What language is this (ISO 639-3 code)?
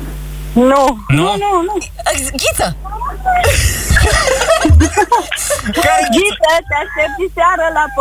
ron